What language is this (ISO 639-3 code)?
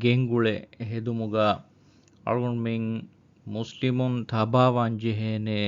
div